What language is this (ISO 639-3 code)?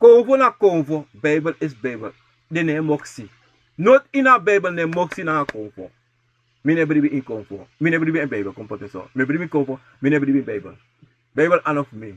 srn